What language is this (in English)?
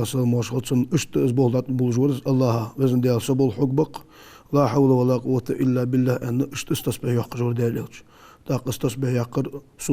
Ingush